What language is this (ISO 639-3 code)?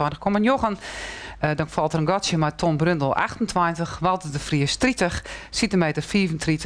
fry